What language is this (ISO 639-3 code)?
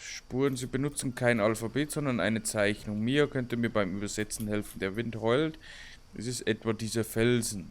bar